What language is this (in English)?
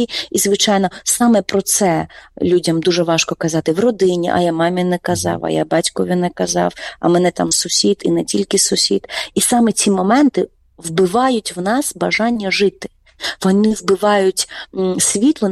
Ukrainian